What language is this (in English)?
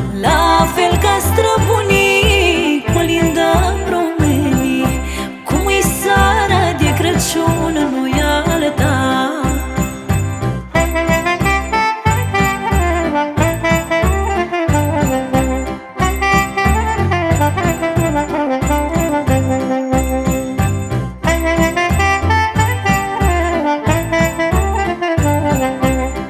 Romanian